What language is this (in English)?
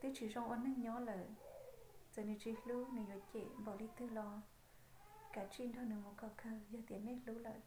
Hmong